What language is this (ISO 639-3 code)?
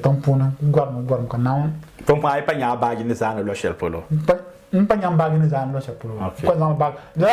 dag